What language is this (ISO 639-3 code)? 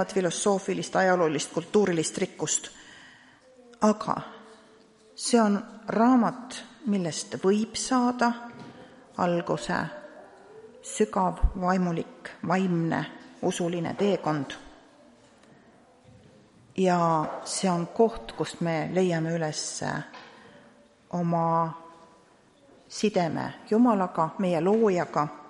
est